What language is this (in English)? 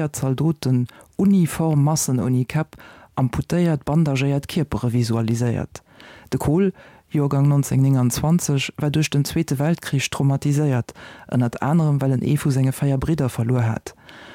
Luxembourgish